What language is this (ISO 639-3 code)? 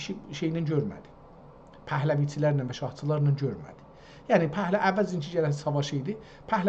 azb